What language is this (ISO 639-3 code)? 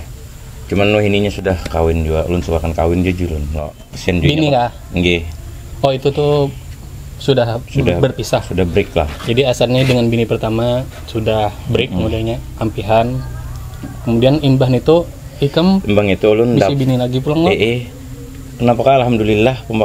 bjn